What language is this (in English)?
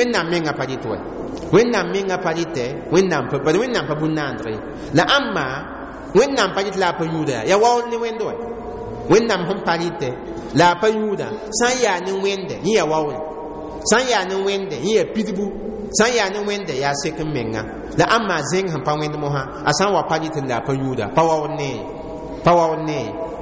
Mossi